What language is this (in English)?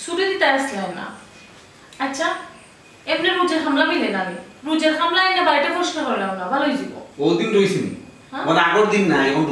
Sylheti